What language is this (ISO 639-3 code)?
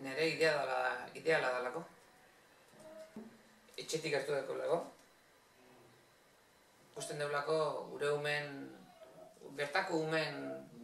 eus